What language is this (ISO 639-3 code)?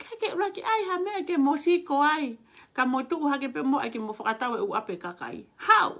ton